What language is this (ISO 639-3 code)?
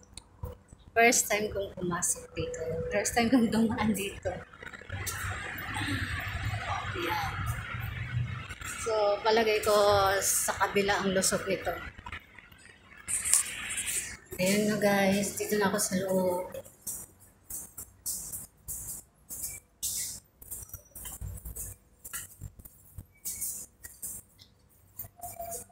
fil